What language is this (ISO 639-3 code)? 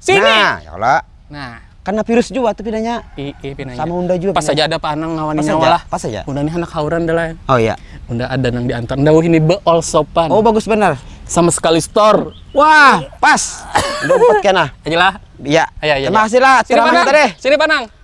bjn